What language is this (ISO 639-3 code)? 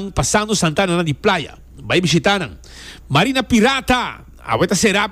pap